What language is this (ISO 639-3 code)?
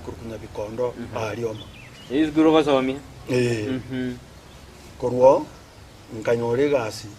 guz